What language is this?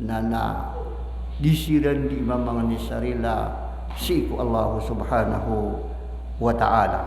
Maranao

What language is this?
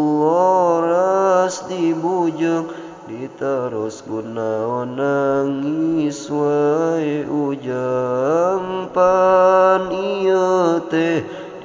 Sundanese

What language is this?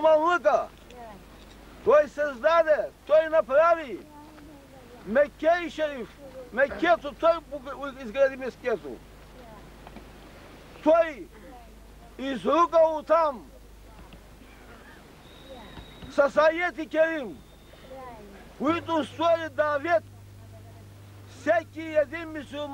Bulgarian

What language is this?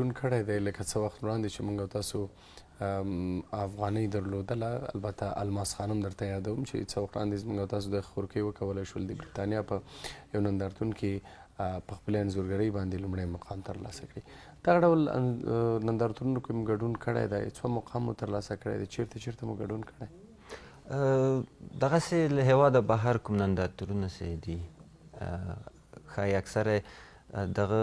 Pashto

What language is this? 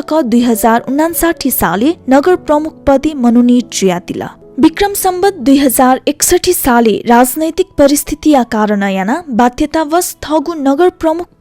Newari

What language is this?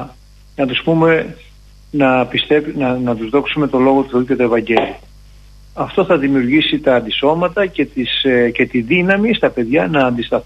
Greek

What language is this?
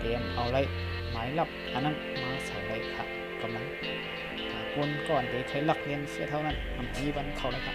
Shan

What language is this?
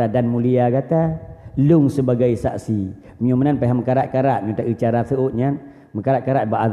Achinese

